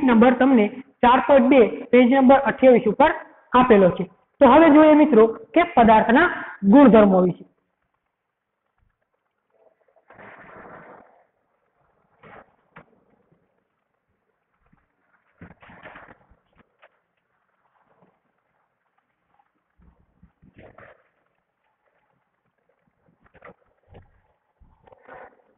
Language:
Gujarati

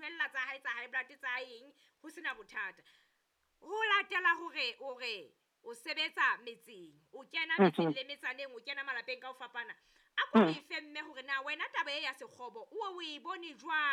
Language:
Southern Sotho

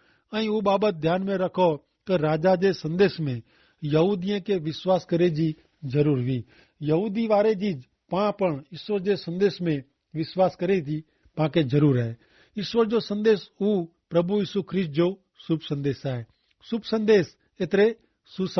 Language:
Kachhi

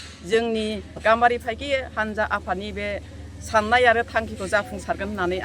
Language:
Bodo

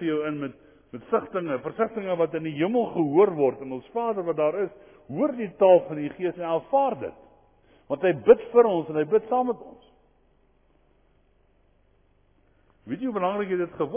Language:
Afrikaans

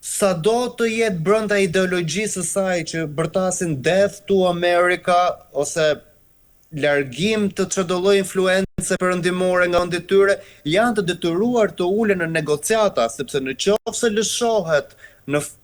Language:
Albanian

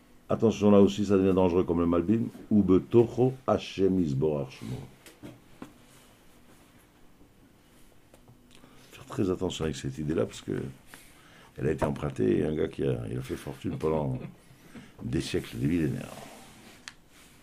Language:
French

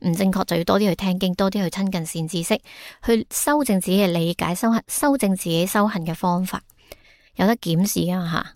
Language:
Cantonese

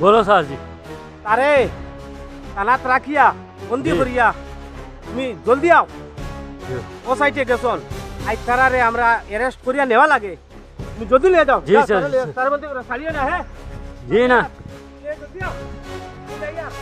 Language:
Sylheti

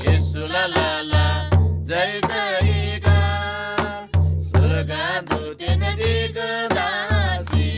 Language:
Eastern Tamang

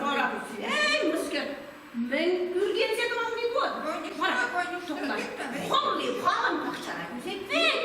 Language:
Chuvash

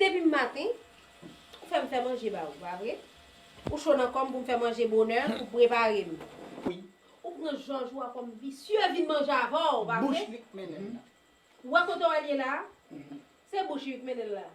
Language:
Haitian Creole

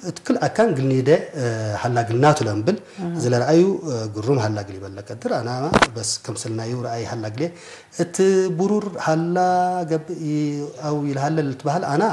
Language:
Tigre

